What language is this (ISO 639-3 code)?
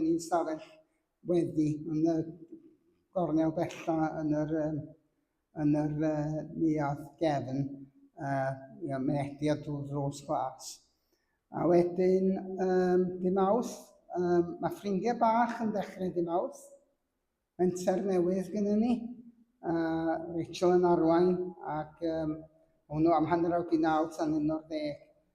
cym